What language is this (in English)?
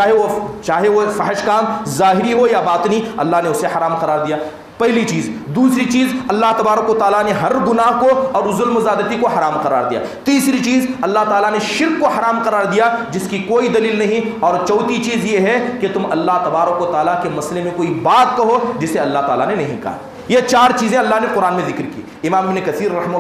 Urdu